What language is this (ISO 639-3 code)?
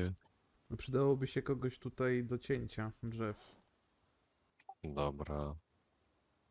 pol